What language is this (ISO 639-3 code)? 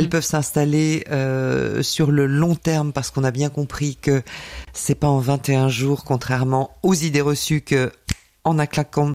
fra